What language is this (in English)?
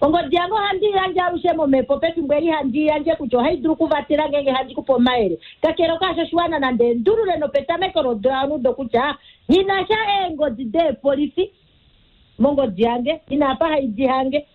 Kuanyama